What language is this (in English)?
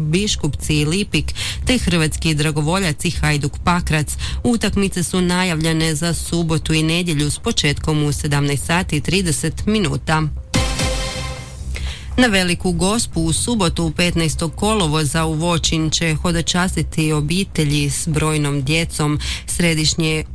Croatian